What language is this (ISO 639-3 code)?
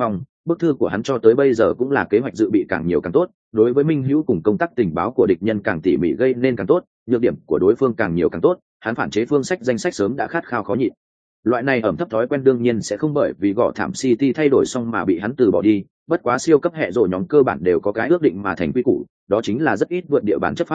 vie